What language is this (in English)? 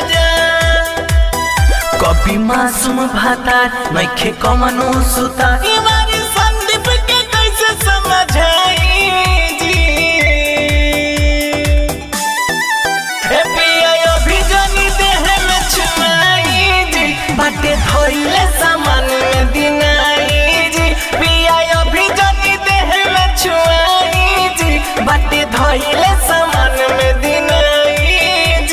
Bhojpuri